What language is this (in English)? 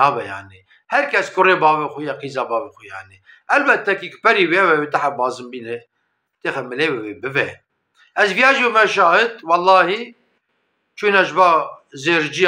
Kurdish